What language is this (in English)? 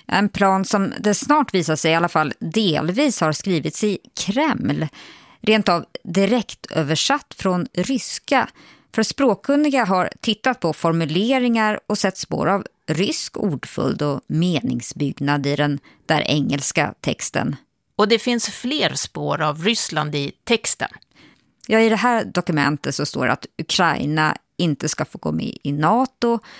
Swedish